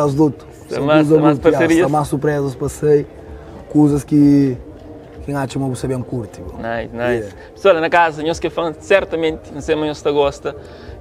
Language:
Kabuverdianu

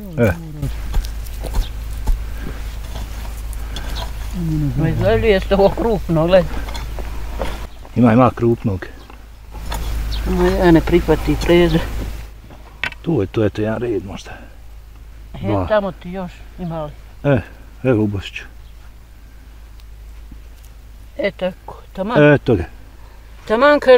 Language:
Bosnian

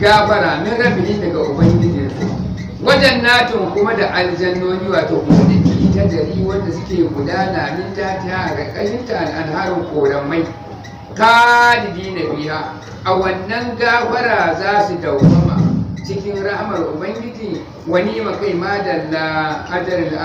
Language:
Hausa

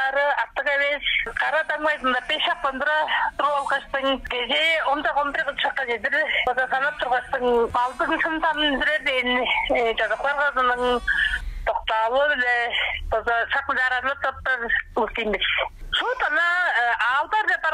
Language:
Tuvinian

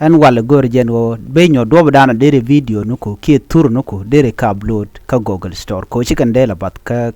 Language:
Nuer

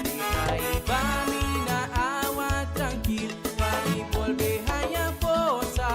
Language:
Papiamento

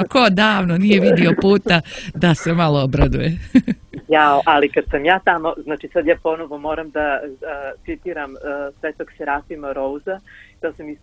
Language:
Serbian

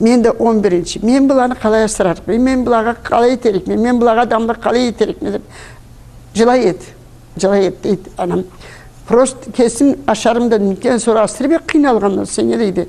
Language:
Karachay-Balkar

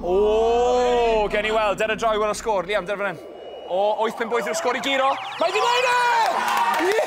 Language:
Welsh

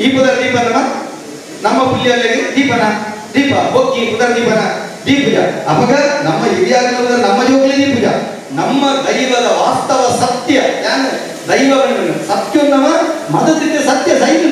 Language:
Tulu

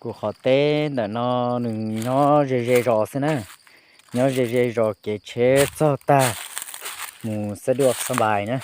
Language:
Hmong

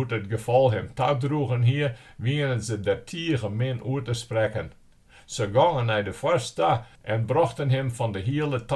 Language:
Western Frisian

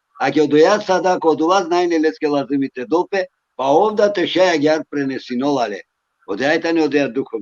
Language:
Balkan Romani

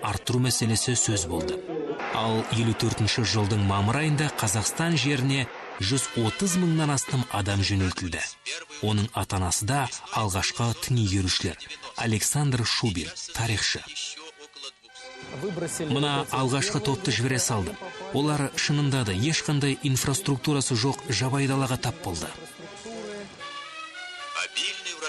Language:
Kazakh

